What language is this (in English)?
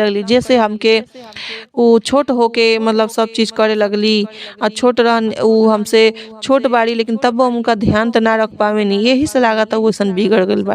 Bhojpuri